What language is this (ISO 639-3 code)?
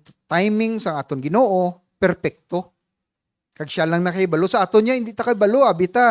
hil